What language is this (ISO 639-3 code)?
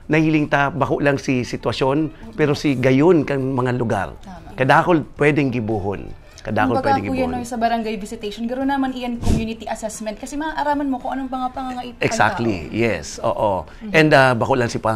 bik